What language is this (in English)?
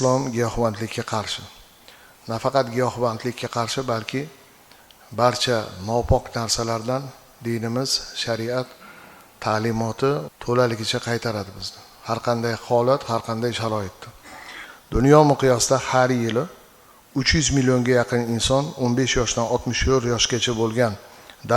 Uzbek